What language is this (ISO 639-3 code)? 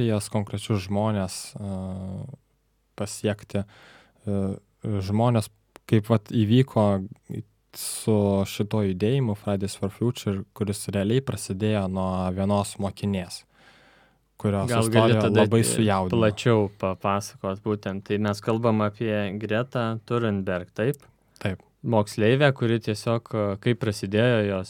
lit